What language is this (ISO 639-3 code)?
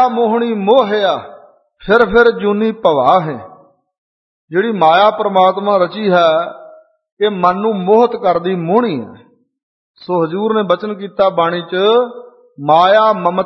pan